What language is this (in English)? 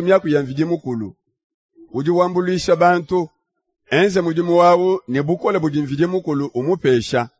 Luba-Lulua